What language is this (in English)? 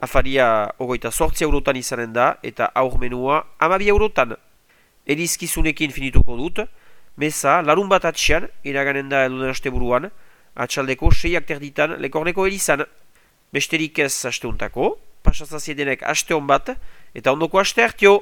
Basque